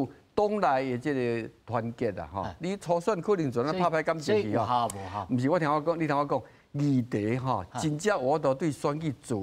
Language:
Min Nan Chinese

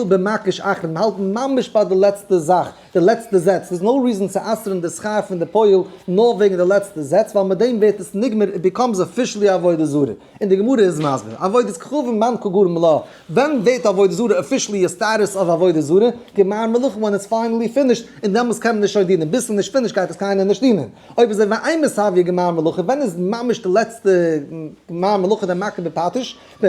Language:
Yiddish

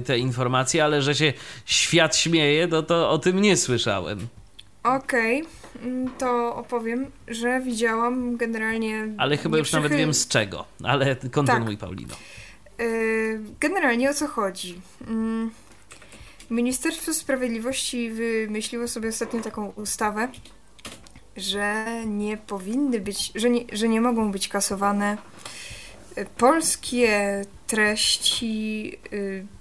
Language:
Polish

